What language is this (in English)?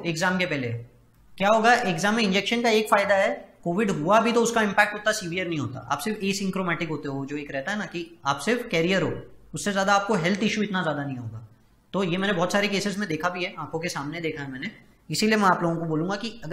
Hindi